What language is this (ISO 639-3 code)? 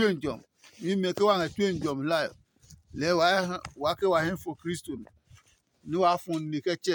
ada